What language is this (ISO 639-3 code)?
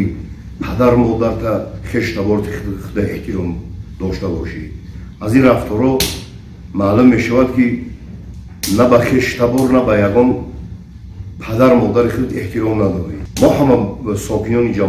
tgk